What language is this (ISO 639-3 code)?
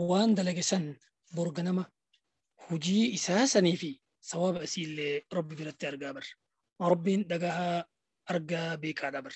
orm